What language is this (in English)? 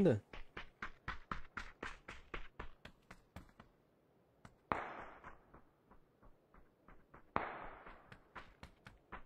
Portuguese